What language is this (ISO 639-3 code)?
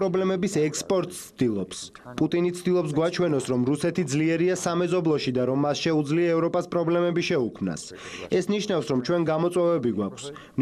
kat